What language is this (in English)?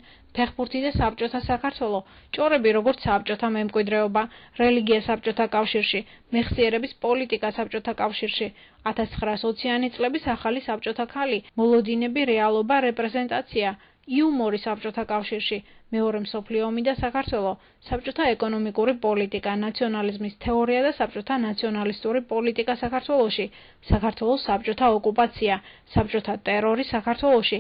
Georgian